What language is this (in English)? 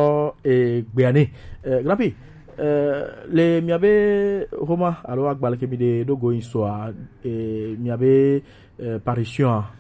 Gen